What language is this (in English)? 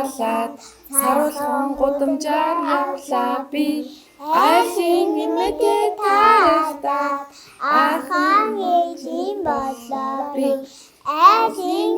Mongolian